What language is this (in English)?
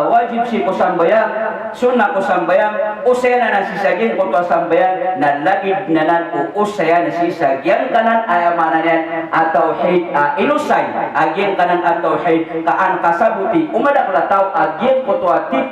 Maranao